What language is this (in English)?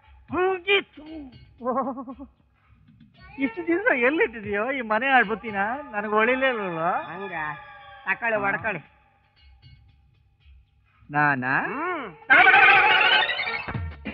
Kannada